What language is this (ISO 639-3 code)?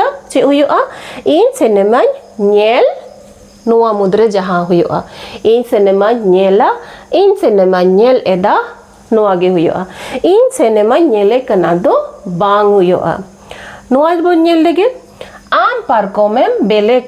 sat